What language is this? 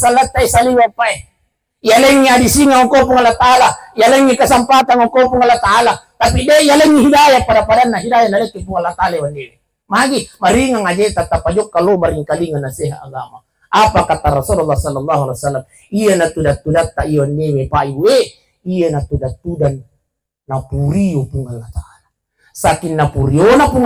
Buginese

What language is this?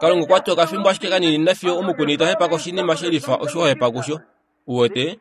Kuanyama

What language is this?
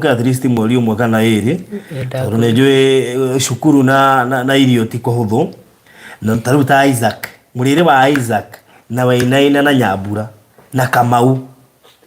Kikuyu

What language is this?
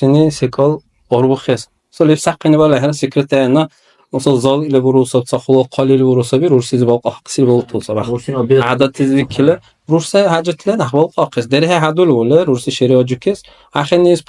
Dargwa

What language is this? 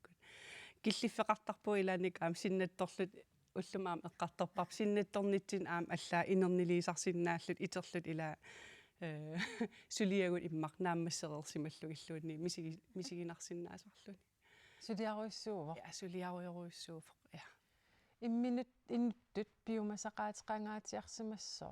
Kalaallisut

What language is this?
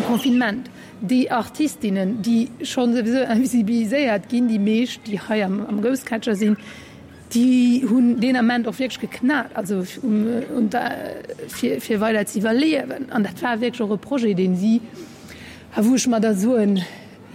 Luxembourgish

